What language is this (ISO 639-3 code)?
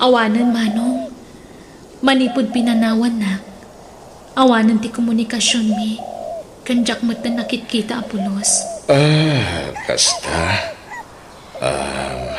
ilo